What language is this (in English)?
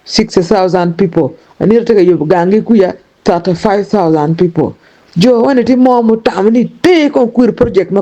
Acoli